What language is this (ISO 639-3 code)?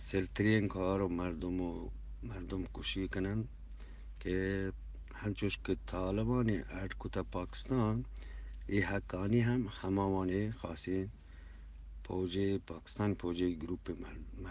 bgp